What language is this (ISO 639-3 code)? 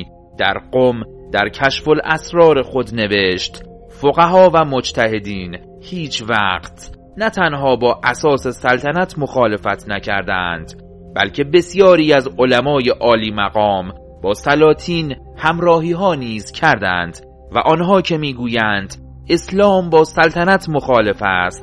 fas